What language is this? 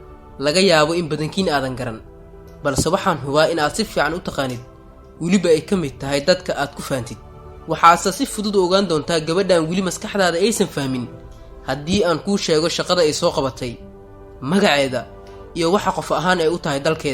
Somali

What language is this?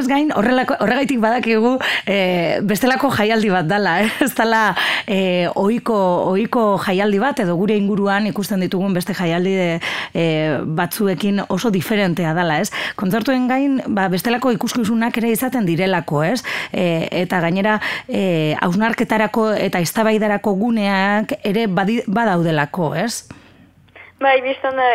Basque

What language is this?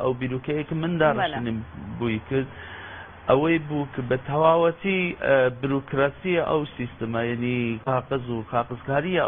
Central Kurdish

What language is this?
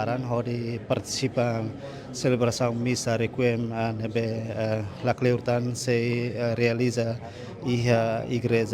Tetum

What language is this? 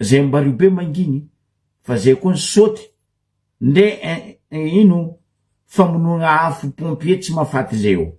Malagasy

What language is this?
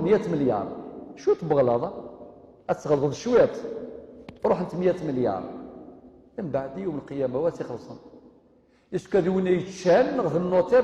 Kabyle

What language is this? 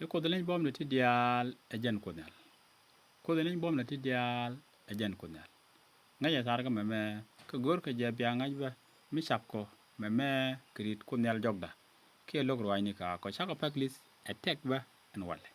Nuer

